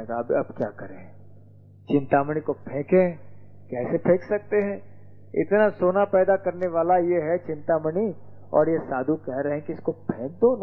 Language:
Hindi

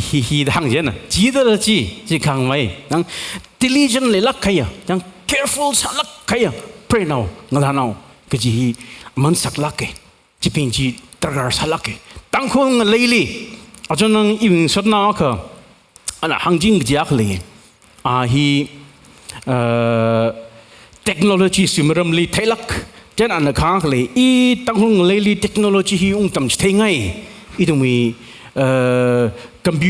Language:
Tangkhul Naga (India)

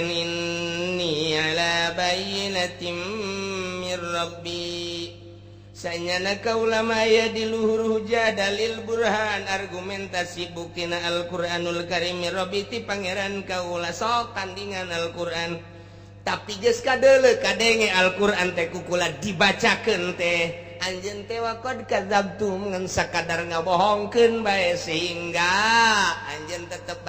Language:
Sundanese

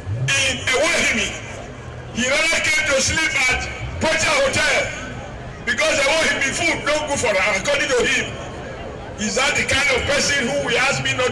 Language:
Nigerian Pidgin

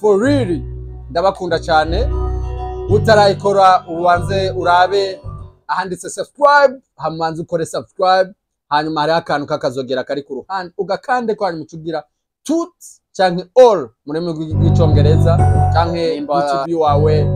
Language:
Rundi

